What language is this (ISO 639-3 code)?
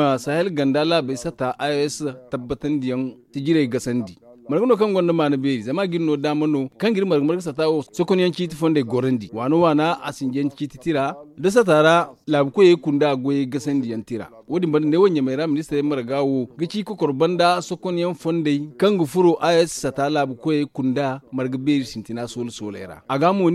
dje